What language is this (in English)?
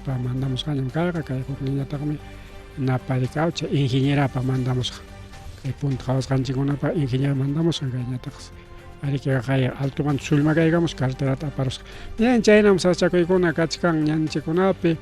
Ayacucho Quechua